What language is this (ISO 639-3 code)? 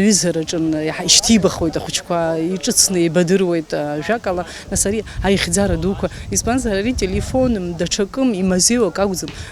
abk